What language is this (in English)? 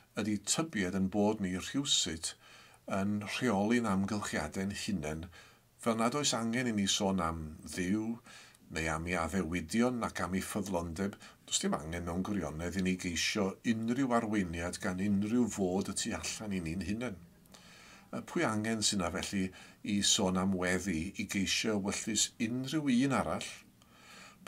Welsh